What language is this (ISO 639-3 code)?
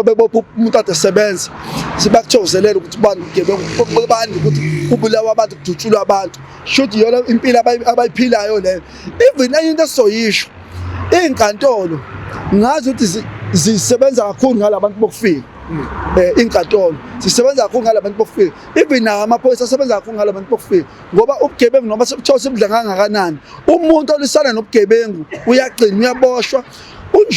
zul